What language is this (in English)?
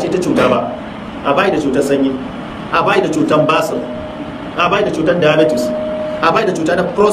Hausa